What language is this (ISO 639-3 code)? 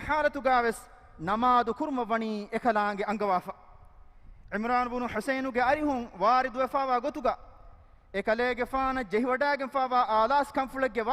div